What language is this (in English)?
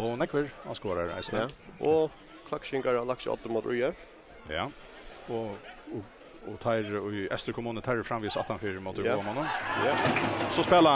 Faroese